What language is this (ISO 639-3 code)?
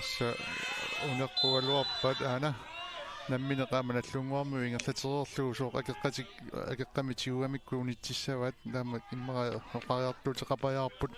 kal